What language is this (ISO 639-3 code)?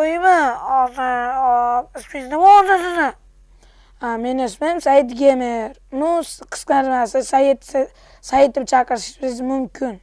uzb